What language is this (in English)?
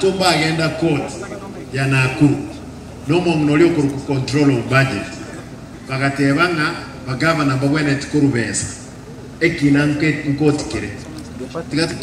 Gusii